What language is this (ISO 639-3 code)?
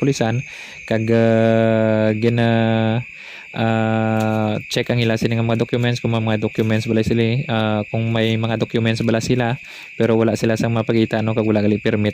hil